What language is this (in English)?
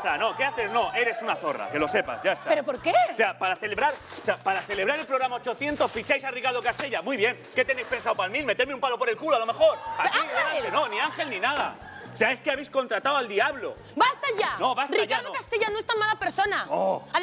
Spanish